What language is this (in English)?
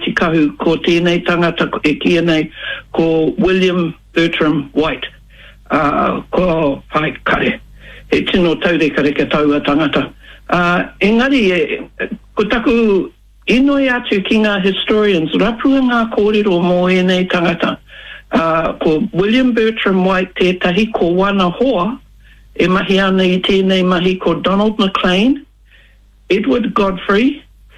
Māori